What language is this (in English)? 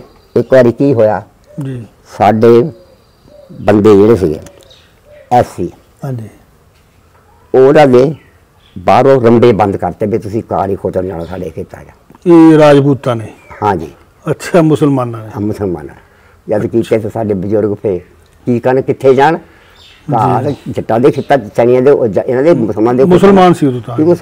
Punjabi